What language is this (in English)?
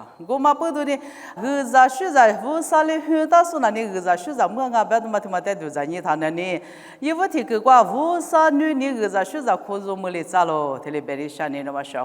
Lisu